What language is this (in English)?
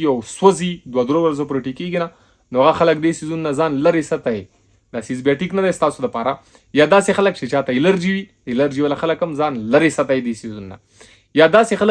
Pashto